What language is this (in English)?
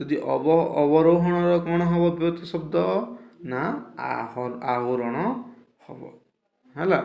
Odia